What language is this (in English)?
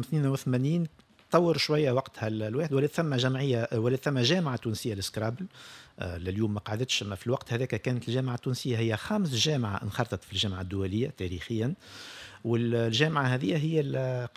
Tunisian Arabic